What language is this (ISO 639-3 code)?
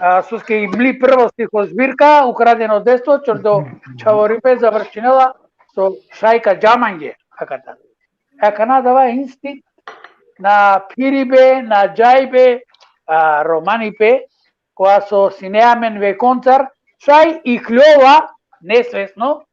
rmn